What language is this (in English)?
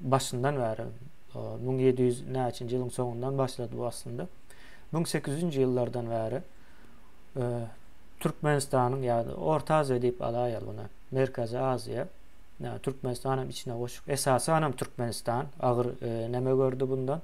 Turkmen